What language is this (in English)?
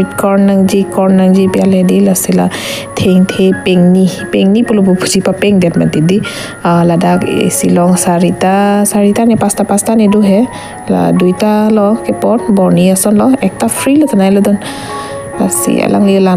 Karbi